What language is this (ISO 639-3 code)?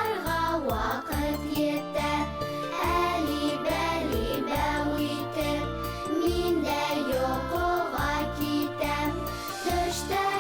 bak